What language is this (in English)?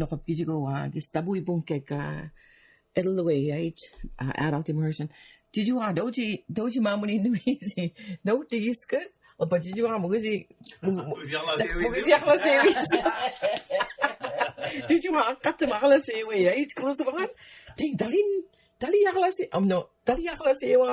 Mi'kmaw